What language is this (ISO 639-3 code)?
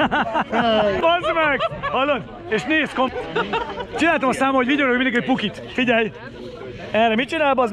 hun